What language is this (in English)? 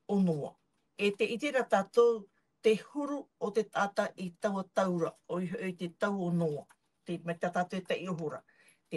Tahitian